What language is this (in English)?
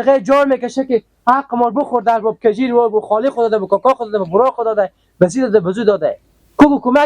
Hazaragi